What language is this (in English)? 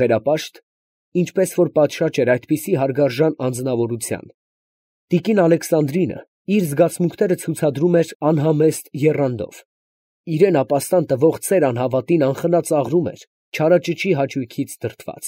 Armenian